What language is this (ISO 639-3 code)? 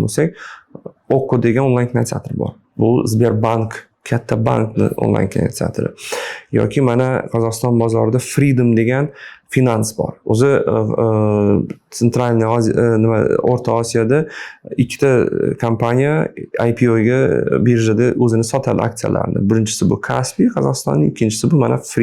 uzb